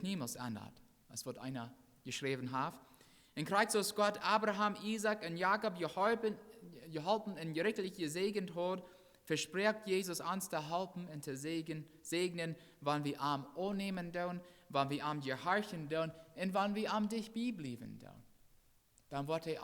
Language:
Plautdietsch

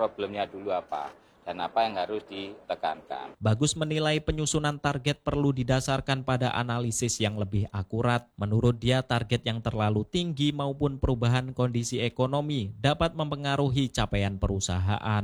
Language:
Indonesian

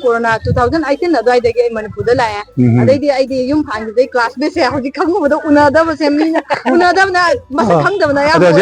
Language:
Manipuri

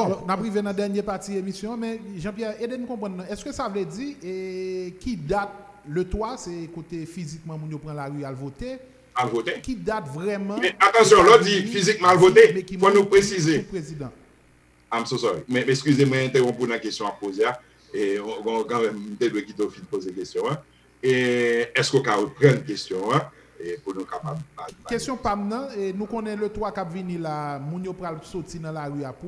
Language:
Haitian Creole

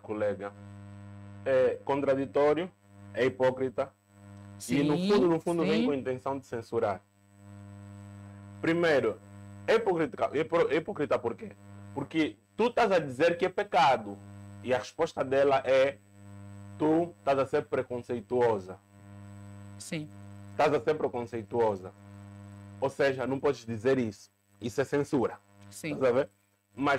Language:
Portuguese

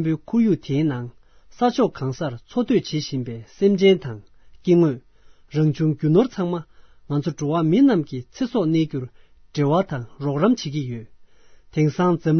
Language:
Tibetan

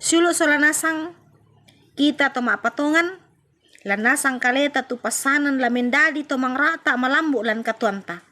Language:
Toraja-Sa'dan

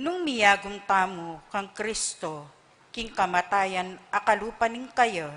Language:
Pampanga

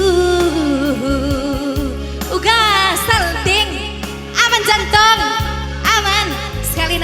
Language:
Batak Karo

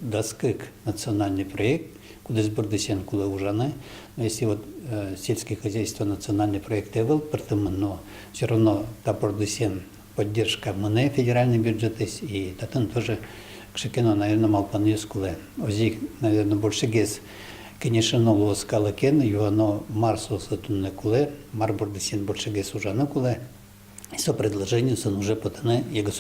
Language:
Udmurt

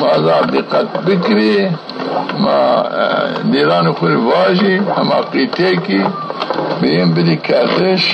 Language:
Zaza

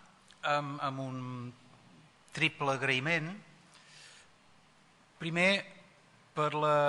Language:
Catalan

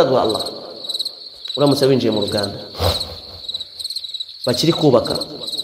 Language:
Kinyarwanda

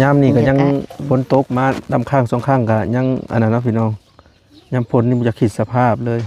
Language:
Lao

